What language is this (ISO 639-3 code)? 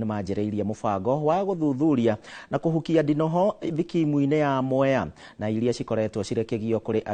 kik